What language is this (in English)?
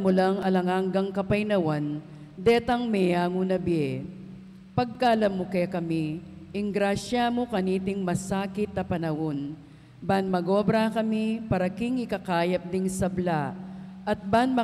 Pampanga